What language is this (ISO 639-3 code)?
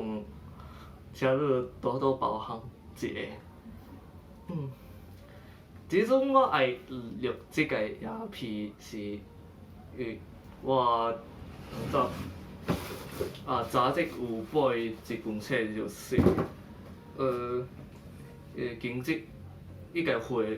nan